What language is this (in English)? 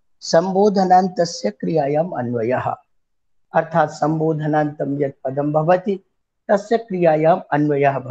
Sanskrit